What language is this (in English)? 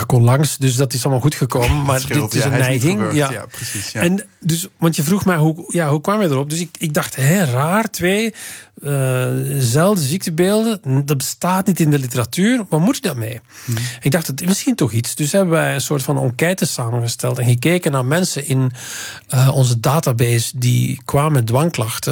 Dutch